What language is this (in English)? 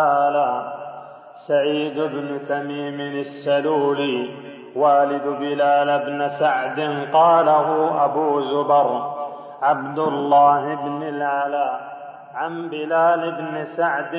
Arabic